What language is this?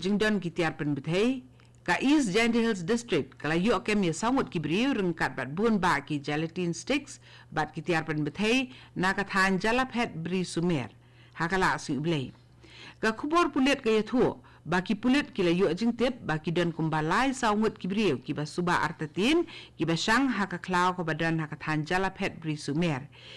Khasi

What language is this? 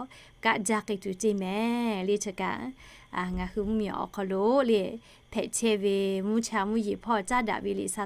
Lahu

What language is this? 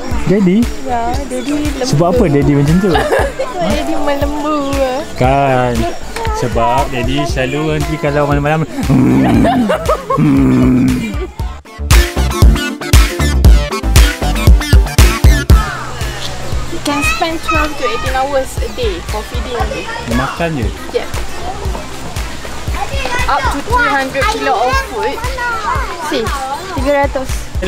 Malay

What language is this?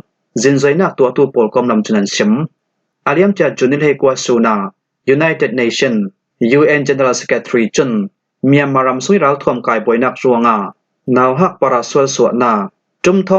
Falam Chin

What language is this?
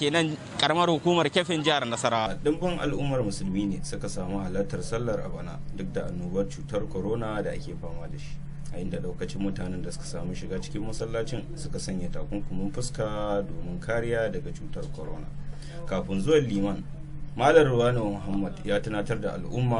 Hausa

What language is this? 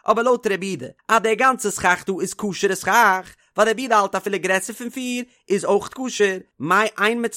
Yiddish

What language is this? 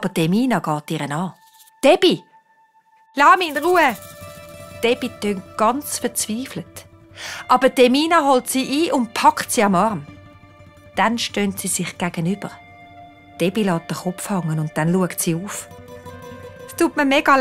Swiss German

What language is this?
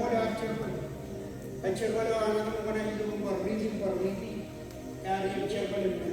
Marshallese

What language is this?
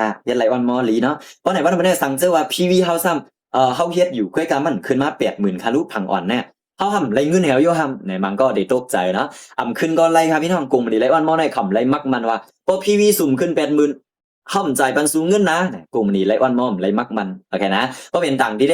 Shan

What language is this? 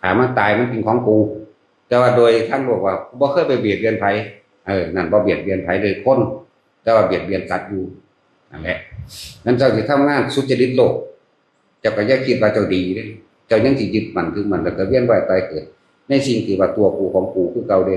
Northeastern Thai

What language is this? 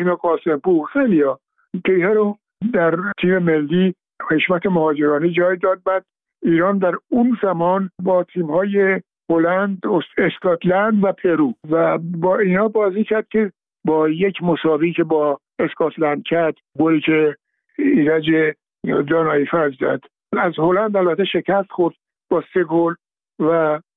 Persian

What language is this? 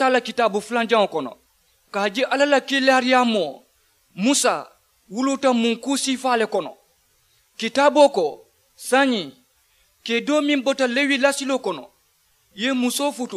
Mandingo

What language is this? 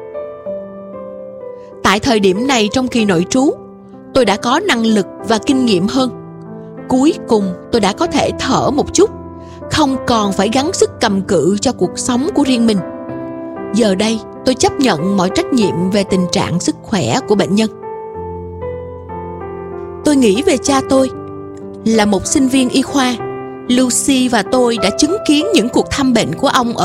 Vietnamese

